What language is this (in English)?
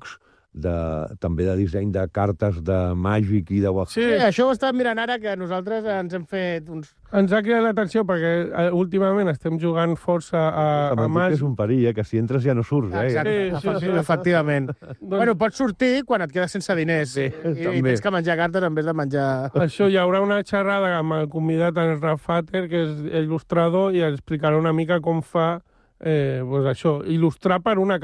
Catalan